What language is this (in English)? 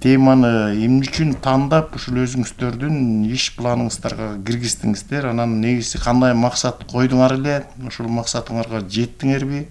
Kyrgyz